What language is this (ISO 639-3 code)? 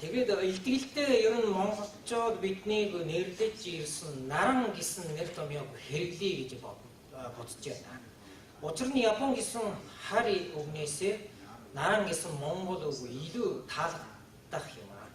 mon